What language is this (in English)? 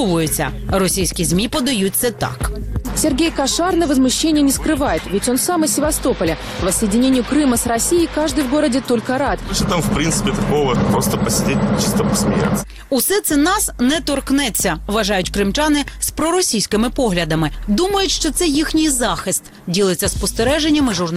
Ukrainian